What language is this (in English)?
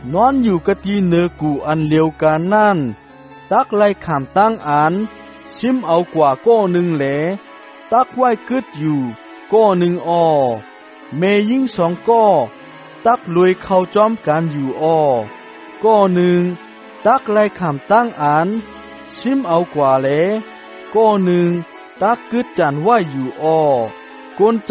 Shan